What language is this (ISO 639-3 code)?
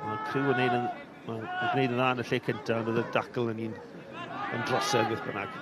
cym